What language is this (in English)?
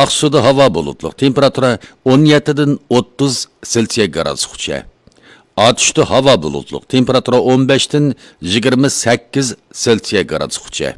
Uyghur